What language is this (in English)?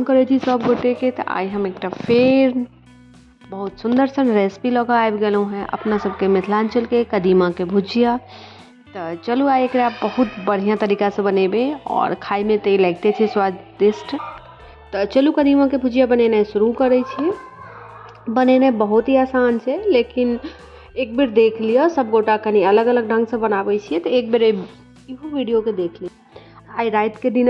Maithili